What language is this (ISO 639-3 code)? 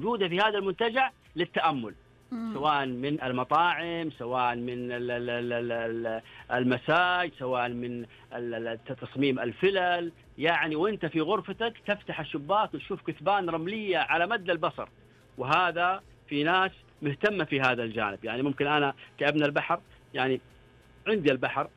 ars